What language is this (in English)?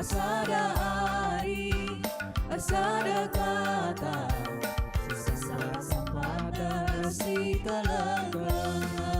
Batak Karo